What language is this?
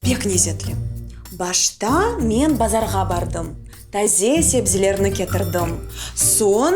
Crimean Tatar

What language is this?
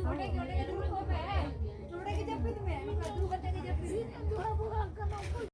Santali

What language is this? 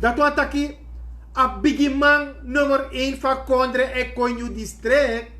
Sranan Tongo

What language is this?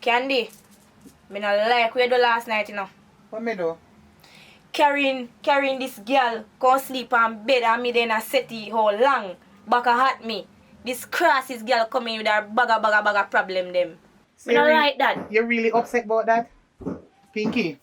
Jamaican Creole English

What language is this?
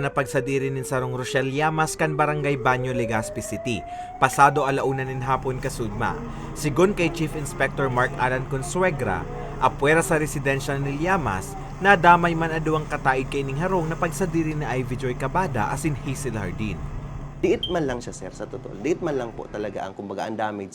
Bikol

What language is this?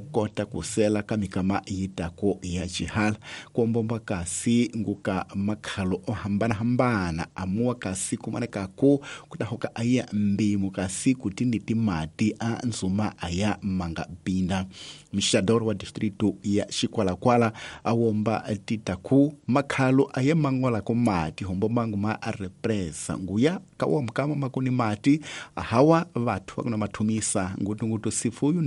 Tsonga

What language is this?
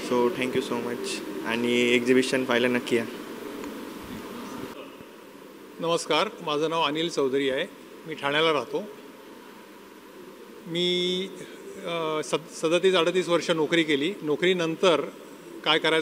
Marathi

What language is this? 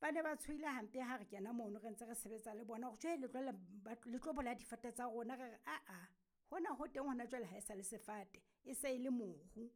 Southern Sotho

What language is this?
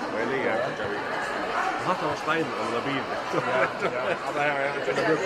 Faroese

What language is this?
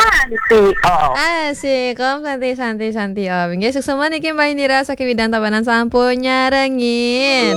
Balinese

